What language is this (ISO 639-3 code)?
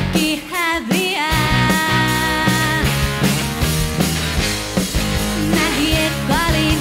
fin